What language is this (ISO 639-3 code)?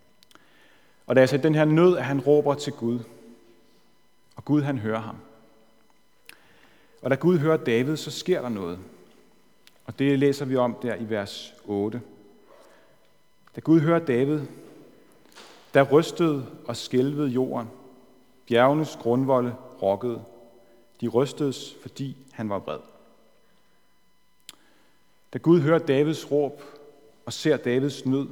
dan